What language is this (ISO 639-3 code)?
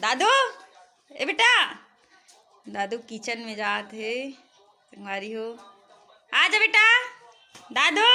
hne